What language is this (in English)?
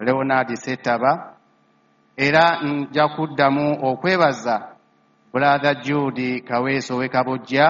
Ganda